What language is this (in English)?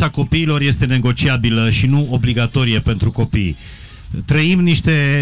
Romanian